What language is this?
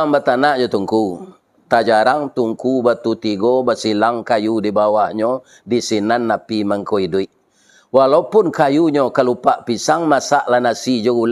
Minangkabau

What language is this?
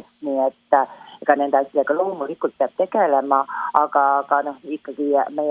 Estonian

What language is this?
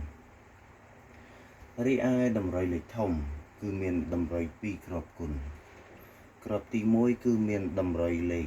Khmer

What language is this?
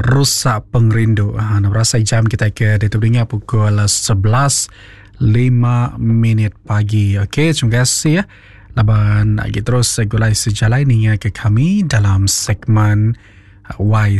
Iban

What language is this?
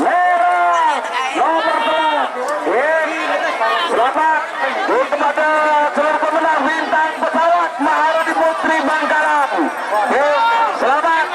Madurese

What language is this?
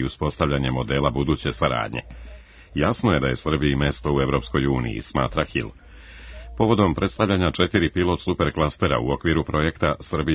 Serbian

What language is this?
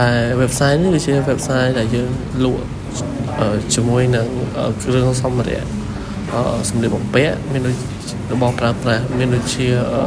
Khmer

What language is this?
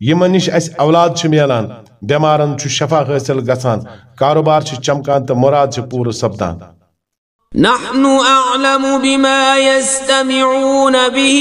Kashmiri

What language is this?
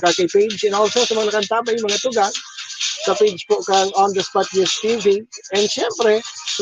Bikol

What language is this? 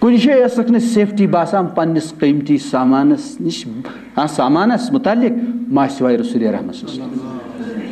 Kashmiri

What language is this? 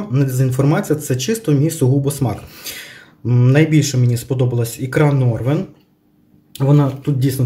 Ukrainian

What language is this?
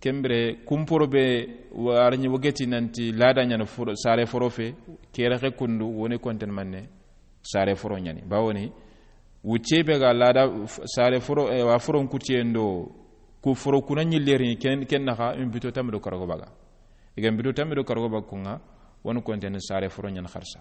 Soninke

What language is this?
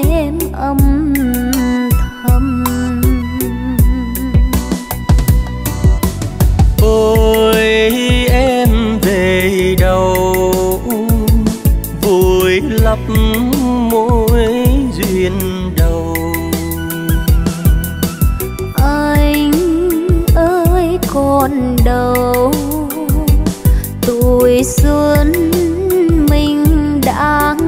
Vietnamese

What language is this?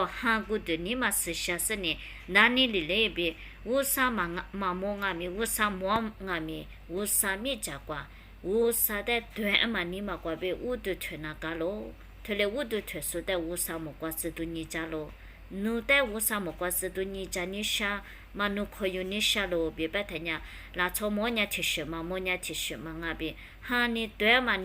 Lisu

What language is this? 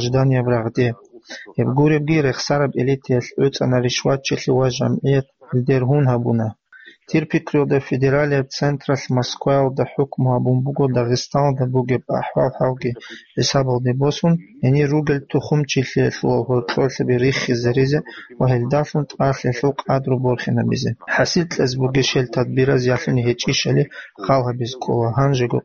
Avaric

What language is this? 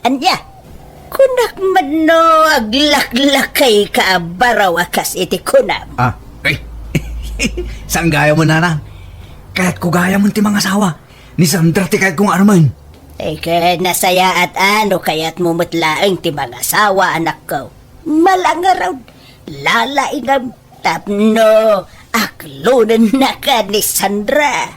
Iloko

